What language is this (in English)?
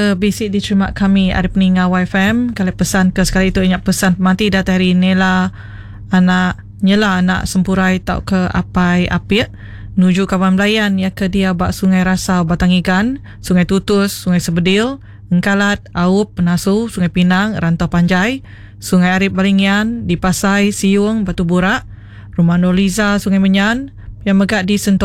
Iban